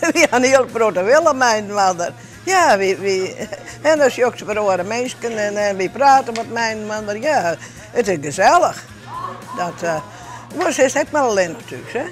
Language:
Western Frisian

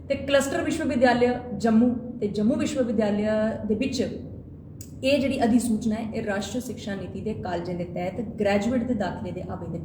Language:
Dogri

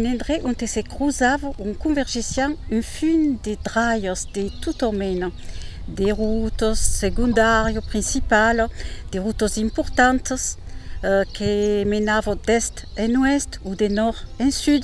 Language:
Occitan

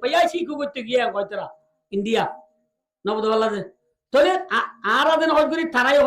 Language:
Rohingya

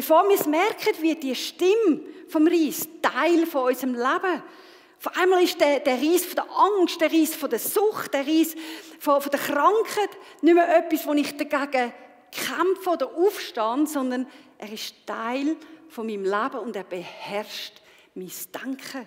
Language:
Swiss German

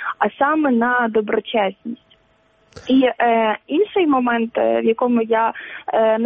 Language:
Ukrainian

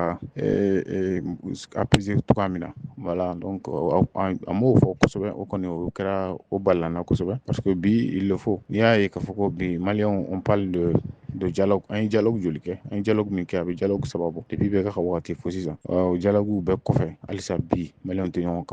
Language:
Bambara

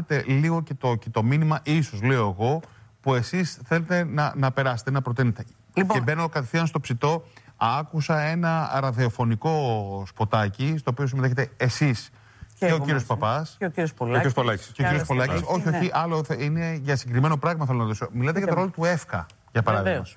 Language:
Greek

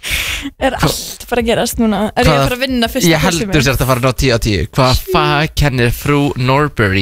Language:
Icelandic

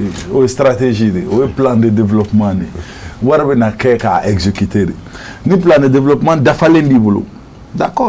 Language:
Bambara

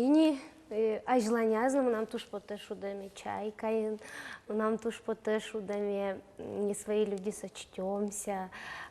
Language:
Udmurt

